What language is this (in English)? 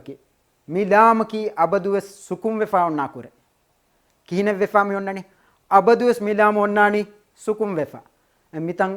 Divehi